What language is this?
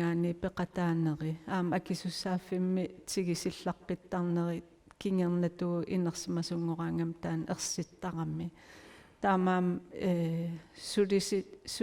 Kalaallisut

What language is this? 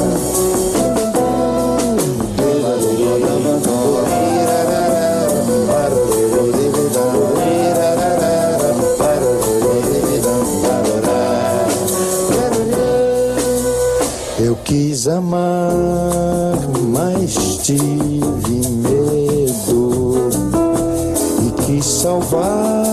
Portuguese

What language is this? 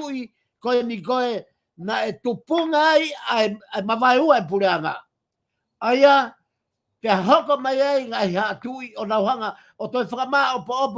Tongan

